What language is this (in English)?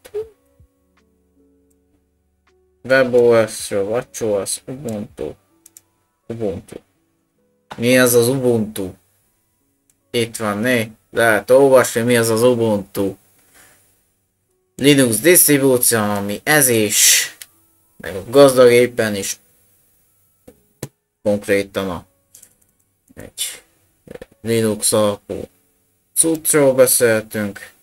Hungarian